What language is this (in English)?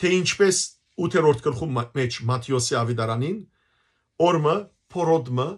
Western Armenian